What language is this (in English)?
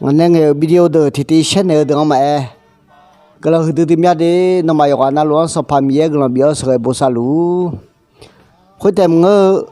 Akha